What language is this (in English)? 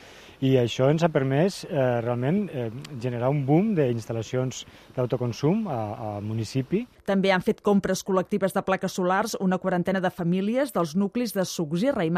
Catalan